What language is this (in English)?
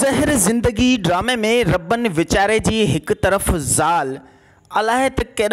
Sindhi